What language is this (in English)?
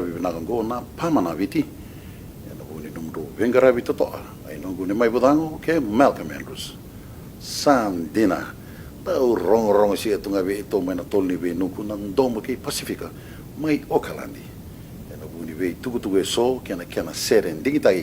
Fijian